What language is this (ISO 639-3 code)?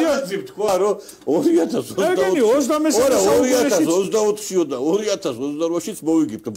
kat